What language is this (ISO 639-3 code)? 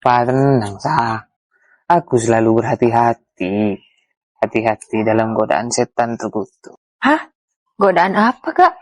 mad